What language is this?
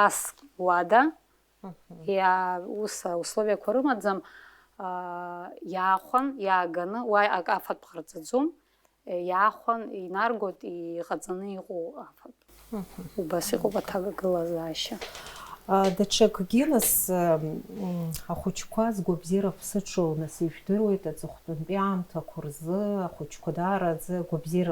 Abkhazian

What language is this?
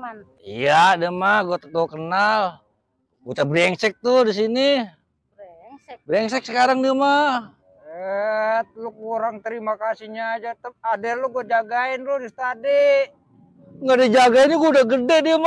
Betawi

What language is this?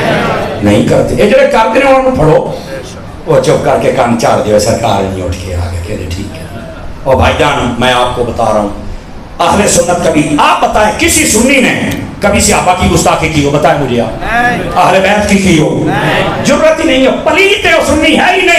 Urdu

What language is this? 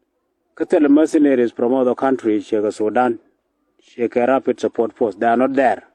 Nuer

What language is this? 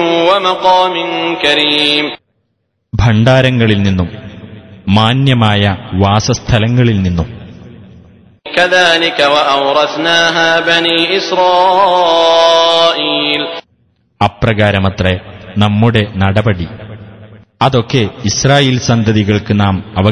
Malayalam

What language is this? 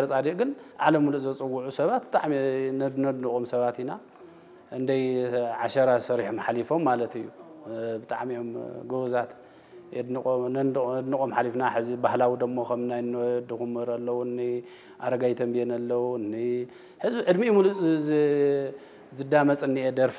Tigrinya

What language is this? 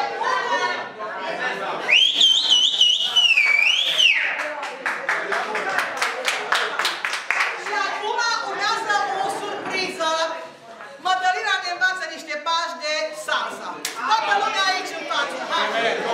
Romanian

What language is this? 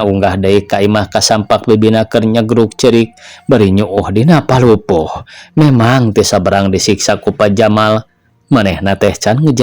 Sundanese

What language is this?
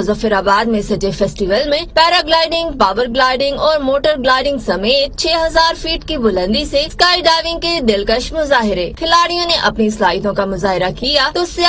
Urdu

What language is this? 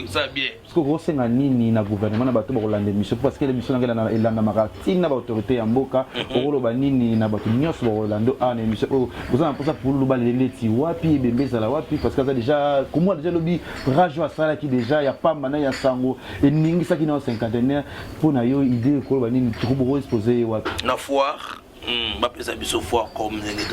Lingala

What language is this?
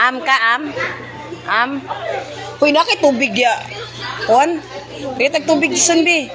Cebuano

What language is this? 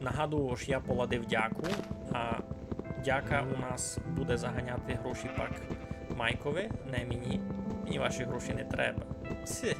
Rusyn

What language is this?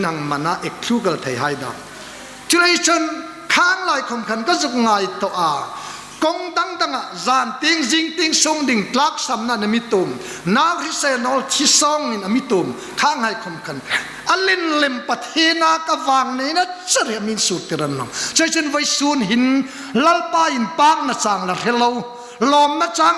Hmar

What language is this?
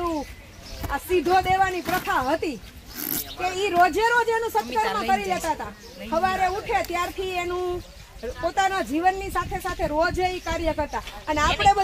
Gujarati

